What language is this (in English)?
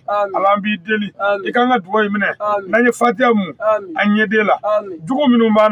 Bambara